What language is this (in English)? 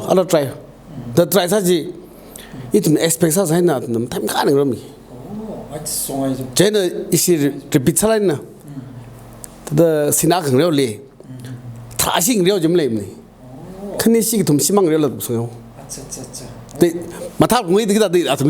Tangkhul Naga (India)